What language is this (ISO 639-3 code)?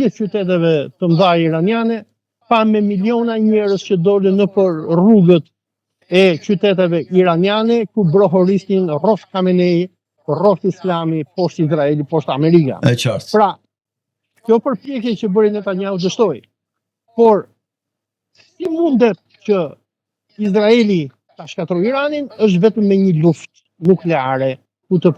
sqi